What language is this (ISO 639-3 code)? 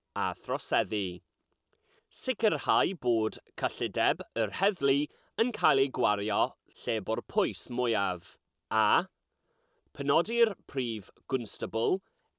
cym